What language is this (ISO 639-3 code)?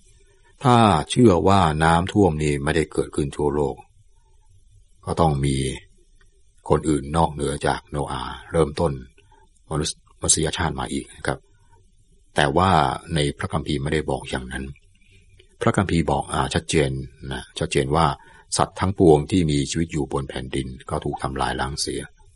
tha